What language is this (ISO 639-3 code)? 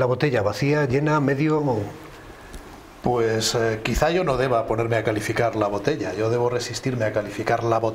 spa